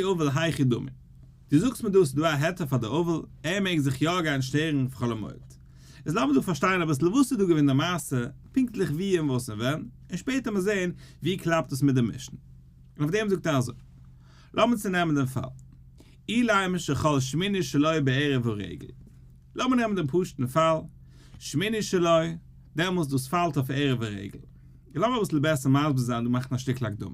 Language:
Yiddish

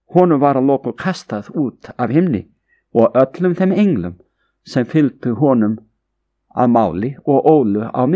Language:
Icelandic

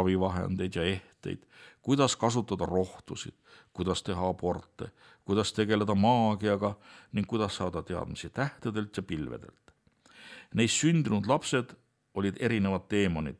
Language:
Estonian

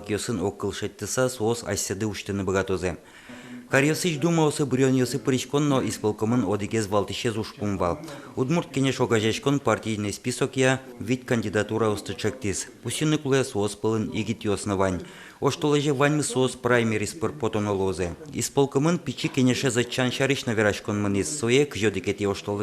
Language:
Udmurt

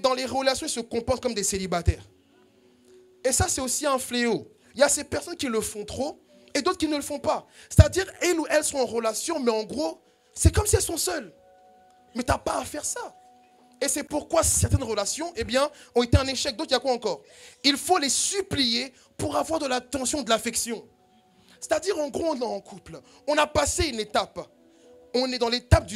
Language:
French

